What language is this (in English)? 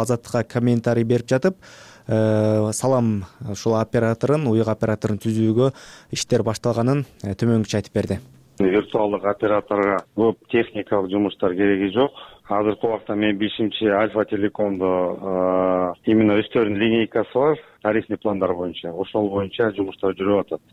Kyrgyz